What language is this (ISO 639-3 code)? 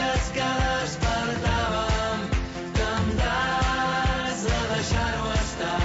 cat